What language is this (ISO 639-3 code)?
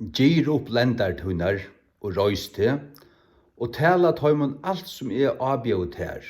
fao